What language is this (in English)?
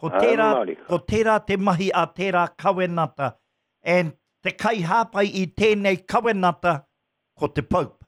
Māori